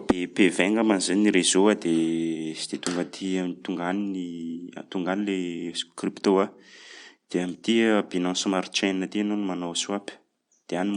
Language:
Malagasy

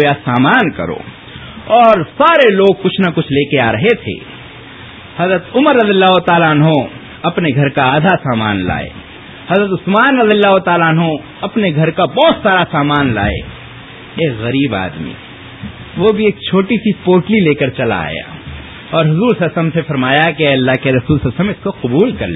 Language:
Urdu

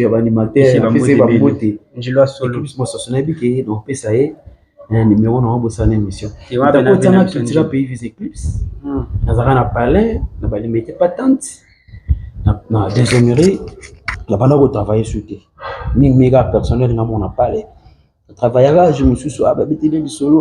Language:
Lingala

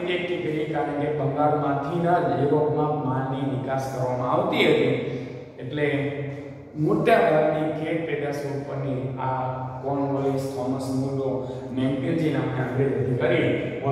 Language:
Gujarati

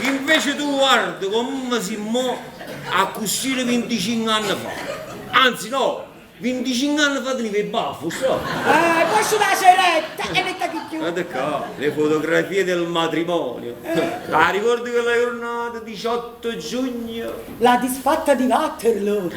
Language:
Neapolitan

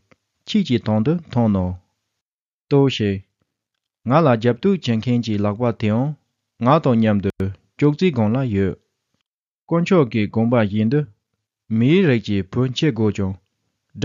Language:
Tibetan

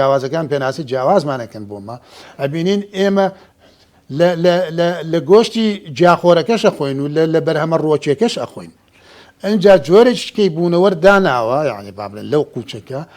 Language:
Central Kurdish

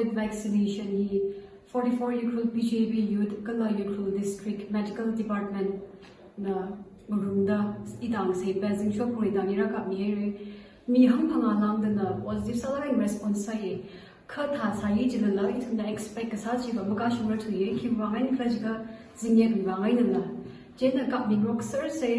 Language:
Tangkhul Naga (India)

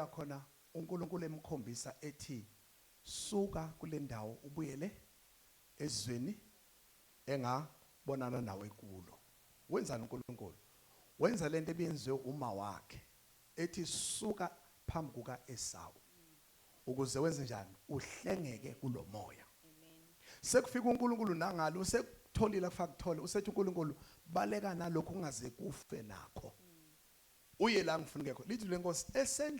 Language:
Zulu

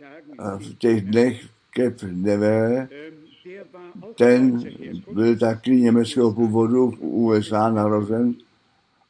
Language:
Czech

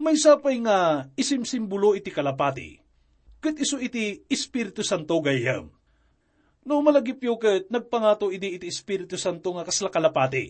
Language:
Iloko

